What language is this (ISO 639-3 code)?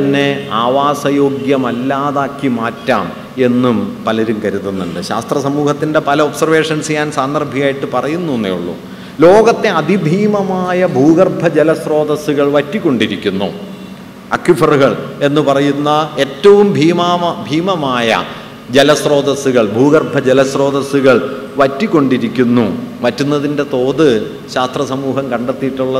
mal